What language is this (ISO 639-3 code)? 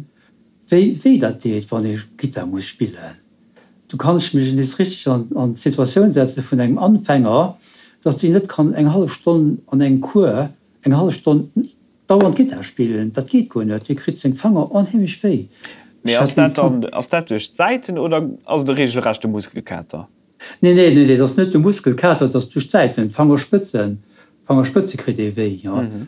ltz